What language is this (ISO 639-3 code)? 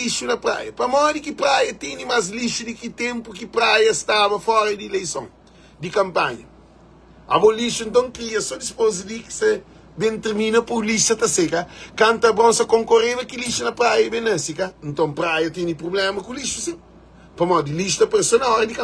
kea